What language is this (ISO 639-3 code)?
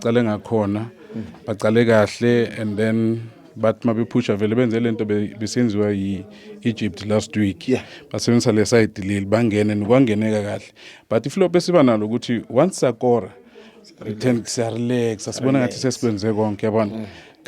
zul